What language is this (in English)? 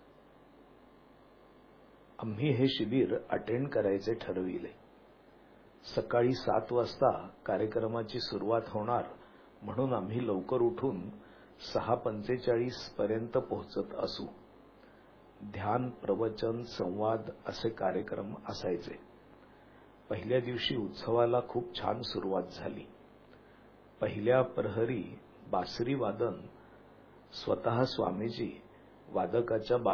Marathi